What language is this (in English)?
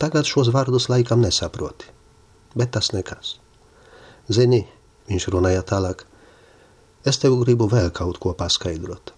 Latvian